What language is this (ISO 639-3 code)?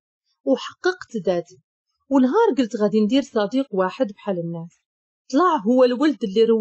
ary